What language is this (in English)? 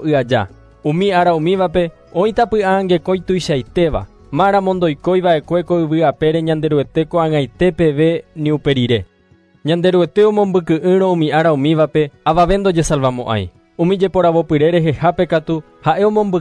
Guarani